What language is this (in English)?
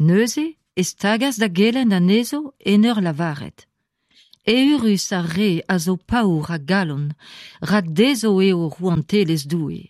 Breton